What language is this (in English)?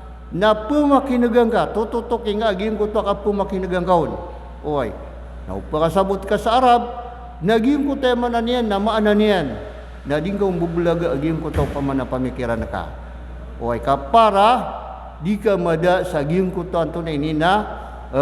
Maranao